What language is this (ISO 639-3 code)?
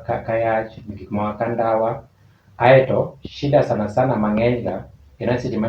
luo